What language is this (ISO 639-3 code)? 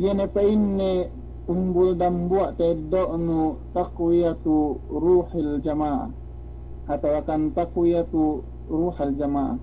yka